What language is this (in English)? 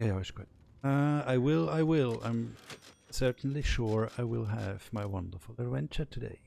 Swiss German